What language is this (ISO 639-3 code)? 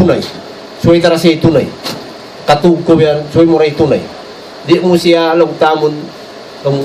tsg